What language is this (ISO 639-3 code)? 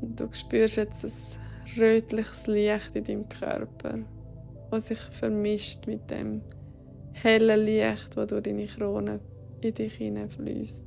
gsw